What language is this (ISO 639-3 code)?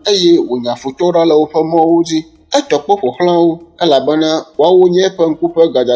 ewe